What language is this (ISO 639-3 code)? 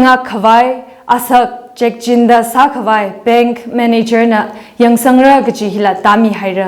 nmf